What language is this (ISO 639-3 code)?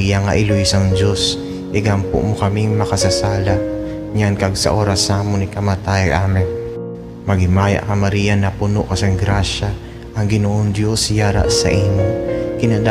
hil